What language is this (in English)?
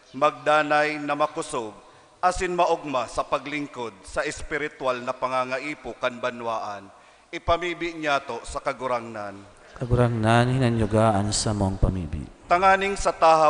Bikol